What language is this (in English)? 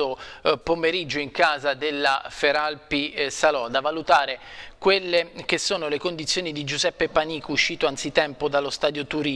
Italian